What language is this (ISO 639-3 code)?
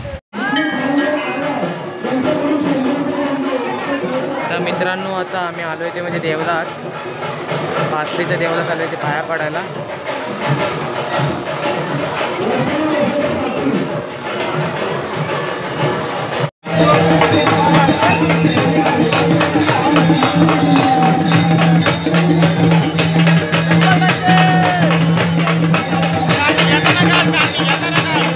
mar